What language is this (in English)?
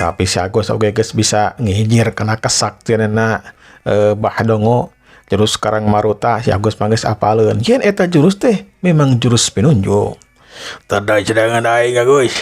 Sundanese